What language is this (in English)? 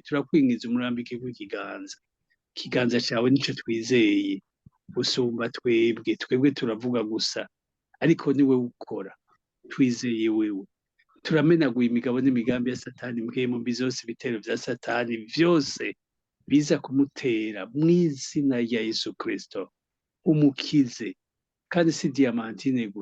Rundi